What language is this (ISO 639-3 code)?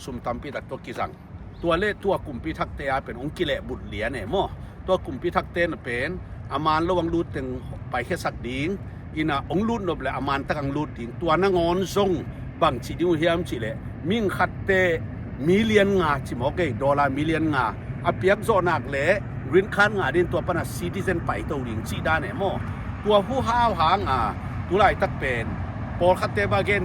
ctd